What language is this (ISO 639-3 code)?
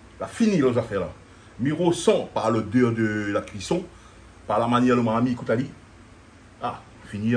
rcf